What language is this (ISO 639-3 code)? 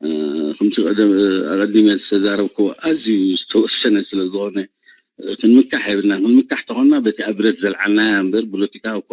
tir